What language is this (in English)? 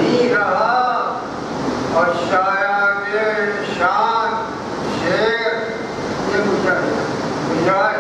Urdu